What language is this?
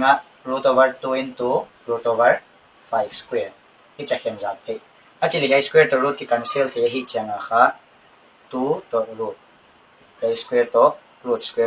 Paite Chin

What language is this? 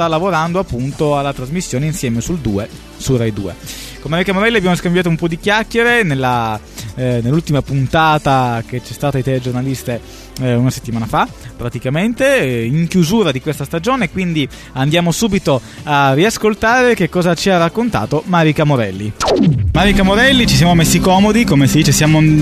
Italian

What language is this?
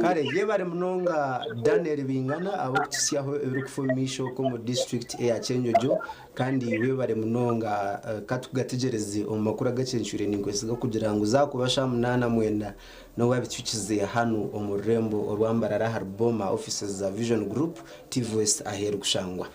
Nyankole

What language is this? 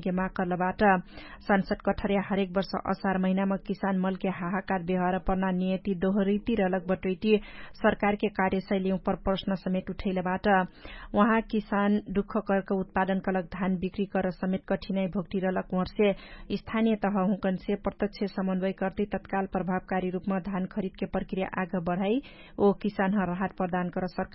Dangaura Tharu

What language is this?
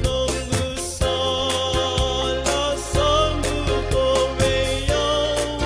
Fijian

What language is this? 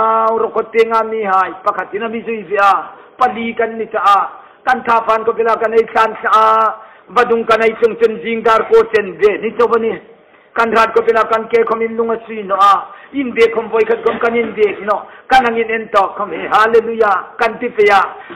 Hmar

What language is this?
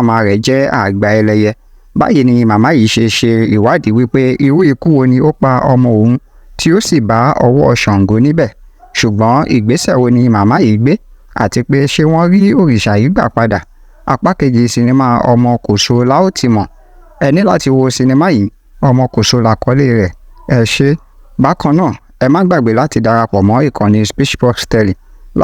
Yoruba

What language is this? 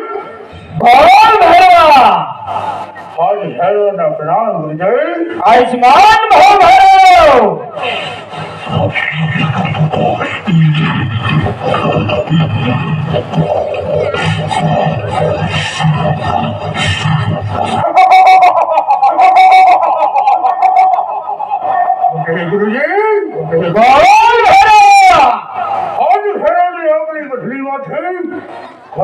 Gujarati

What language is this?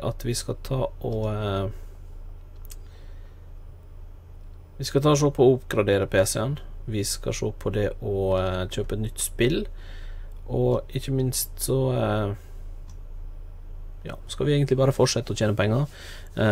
Norwegian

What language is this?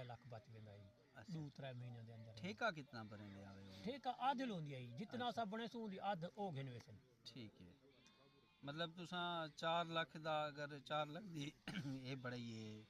Saraiki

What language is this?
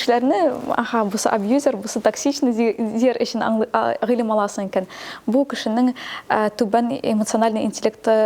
Tatar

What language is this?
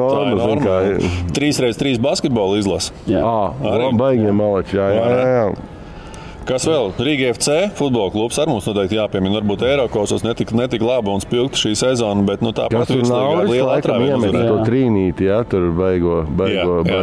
Latvian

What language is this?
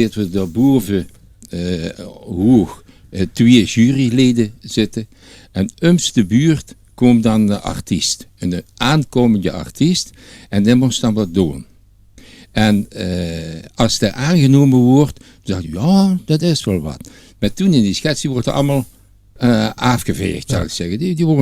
Limburgish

